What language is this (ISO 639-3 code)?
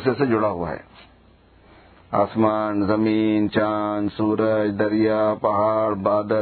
urd